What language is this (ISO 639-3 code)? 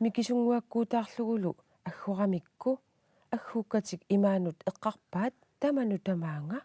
kal